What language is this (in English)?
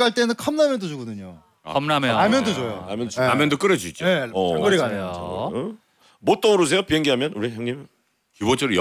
Korean